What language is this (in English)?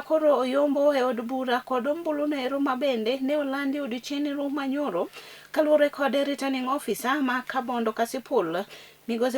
Luo (Kenya and Tanzania)